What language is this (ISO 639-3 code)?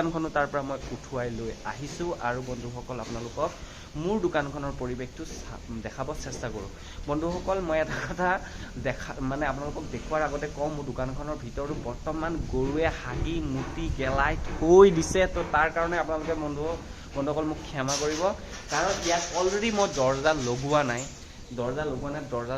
asm